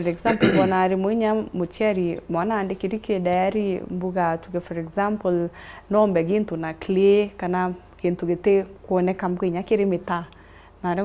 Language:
Meru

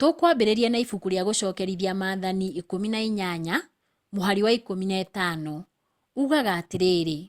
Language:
Kikuyu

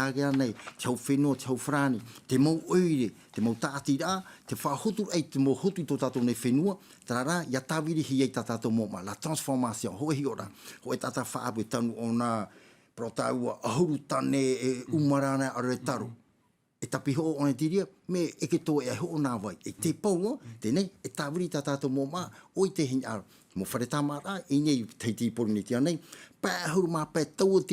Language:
Tahitian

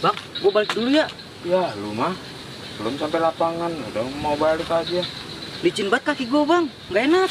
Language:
Betawi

